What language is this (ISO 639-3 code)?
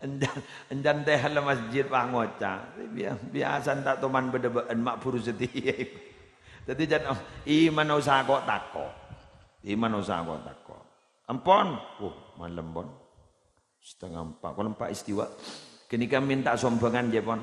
mad